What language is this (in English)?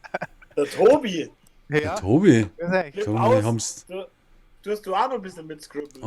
Bavarian